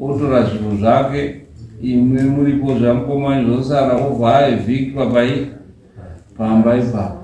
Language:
Shona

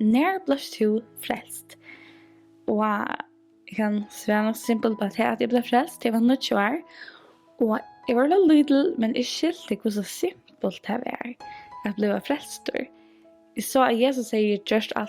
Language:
Faroese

